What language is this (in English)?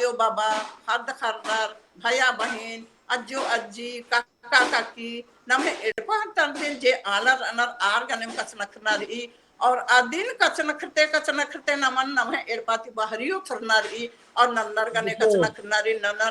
Kurukh